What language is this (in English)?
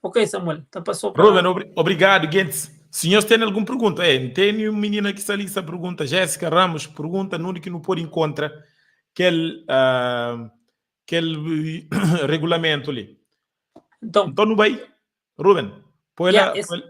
Kabuverdianu